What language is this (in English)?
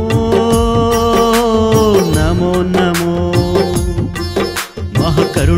Kannada